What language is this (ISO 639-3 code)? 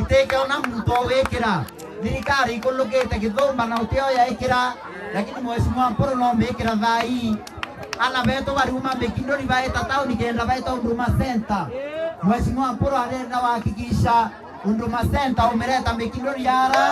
mer